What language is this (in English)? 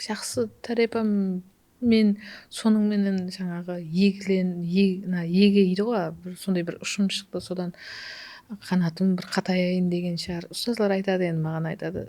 Kara-Kalpak